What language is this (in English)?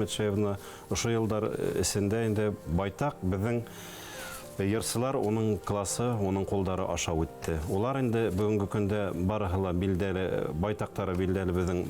Bashkir